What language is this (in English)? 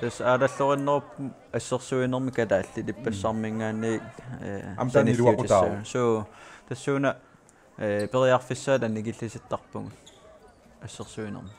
Kalaallisut